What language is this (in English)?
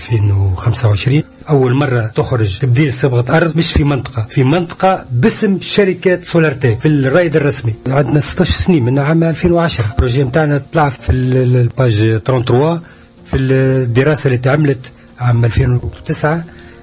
Tunisian Arabic